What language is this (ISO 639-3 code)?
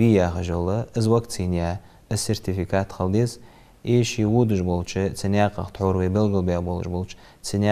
inh